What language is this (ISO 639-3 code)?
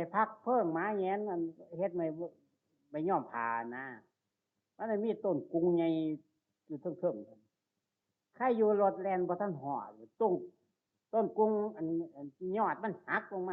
tts